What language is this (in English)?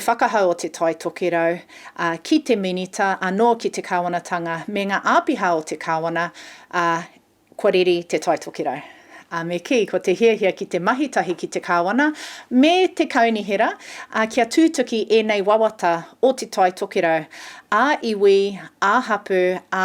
Māori